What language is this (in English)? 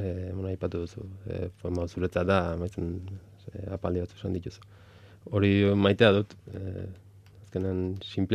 Basque